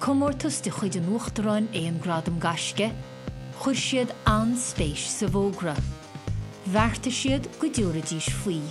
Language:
Irish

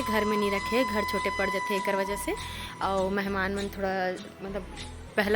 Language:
Chhattisgarhi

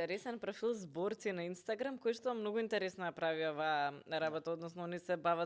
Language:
Macedonian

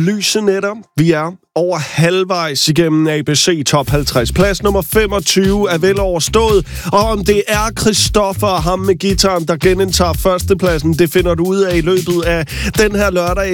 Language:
Danish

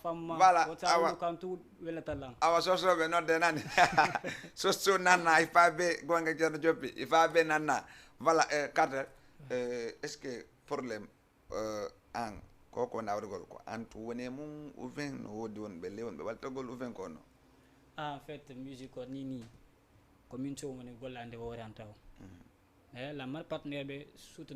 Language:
Fula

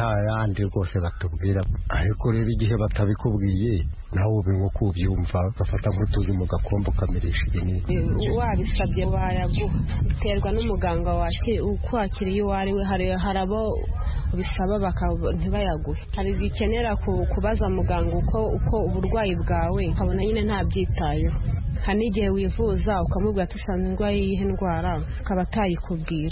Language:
Kinyarwanda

